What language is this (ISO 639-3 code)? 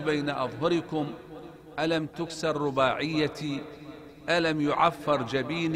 ara